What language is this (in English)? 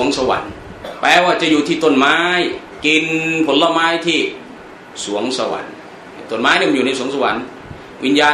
Thai